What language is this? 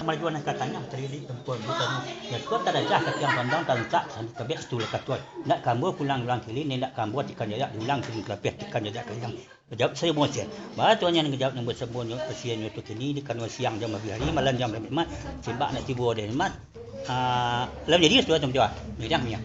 Minangkabau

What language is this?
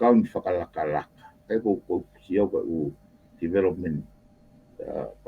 Tongan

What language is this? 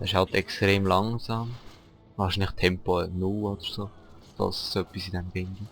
Swiss German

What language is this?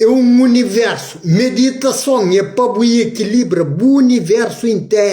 Kabuverdianu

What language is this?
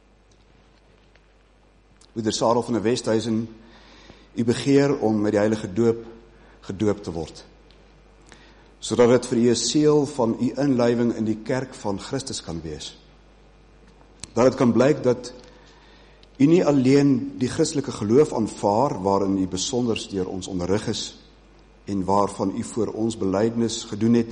Afrikaans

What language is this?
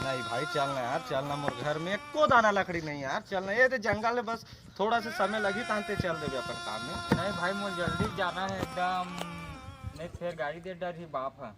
Chhattisgarhi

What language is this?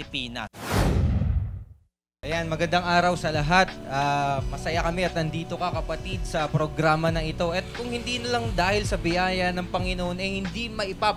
Filipino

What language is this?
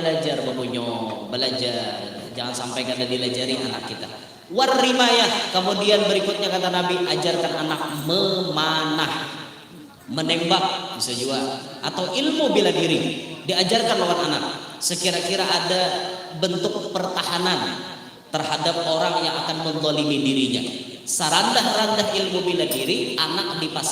Banjar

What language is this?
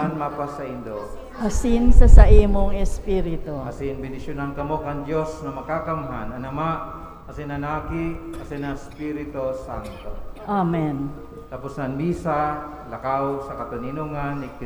Bikol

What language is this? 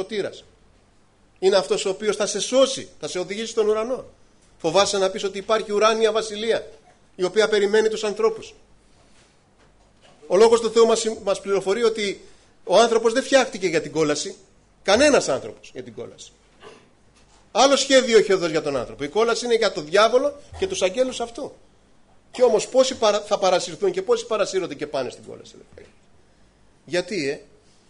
Greek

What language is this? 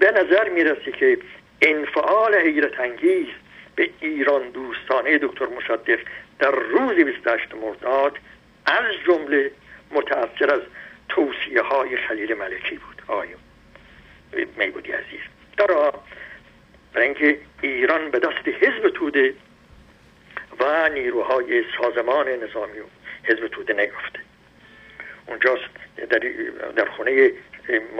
Persian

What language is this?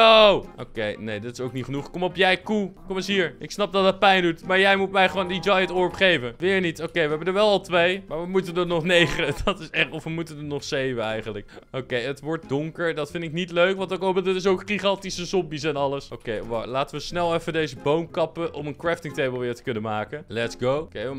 Dutch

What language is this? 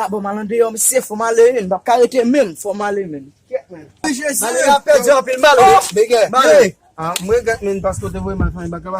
Haitian Creole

